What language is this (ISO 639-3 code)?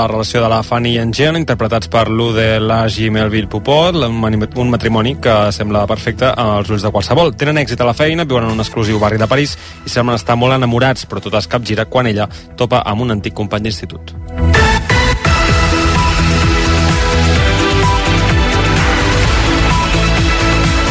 cat